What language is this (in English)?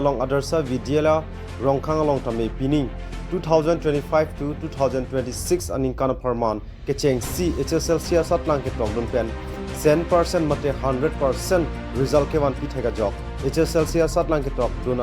Karbi